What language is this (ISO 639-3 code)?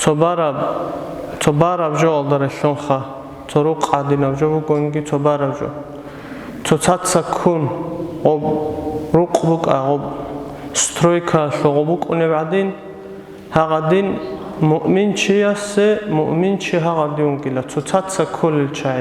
ava